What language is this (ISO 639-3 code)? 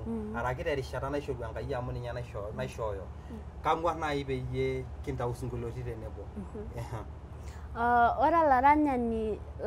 mas